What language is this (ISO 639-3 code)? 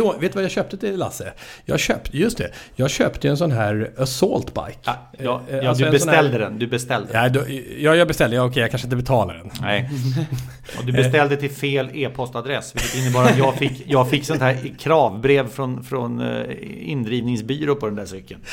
swe